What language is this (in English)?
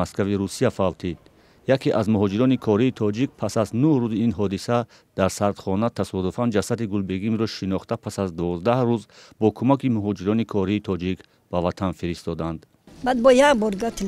Tajik